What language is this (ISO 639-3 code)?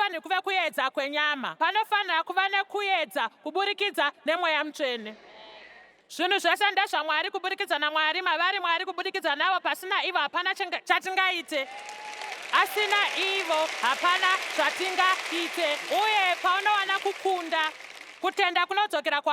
sna